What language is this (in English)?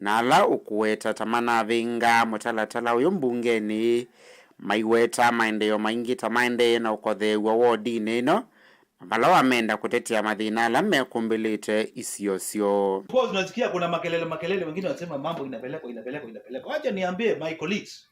Kamba